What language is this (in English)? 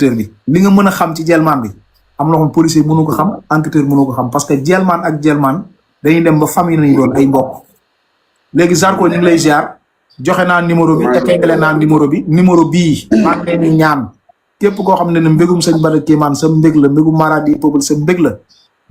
Wolof